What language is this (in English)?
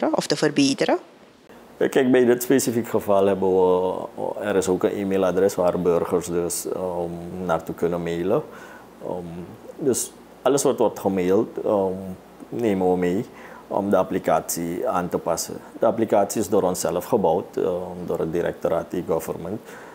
Dutch